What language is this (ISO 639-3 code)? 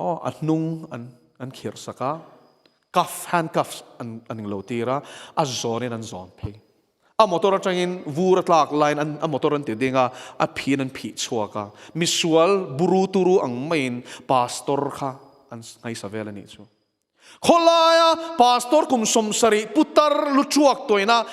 lus